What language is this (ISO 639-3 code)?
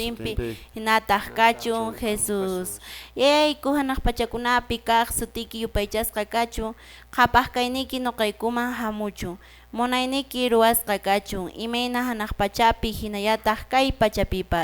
que